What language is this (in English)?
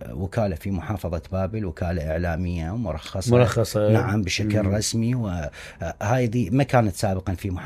Mesopotamian Arabic